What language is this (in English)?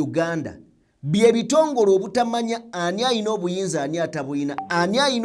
Ganda